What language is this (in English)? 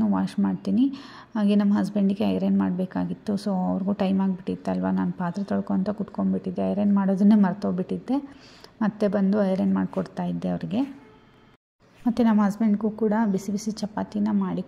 Kannada